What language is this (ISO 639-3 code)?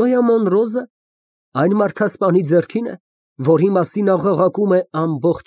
hye